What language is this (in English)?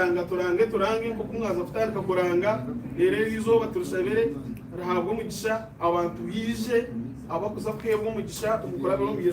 Nyankole